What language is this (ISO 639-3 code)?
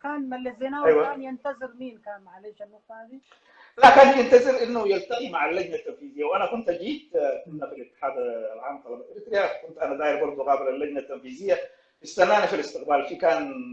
apd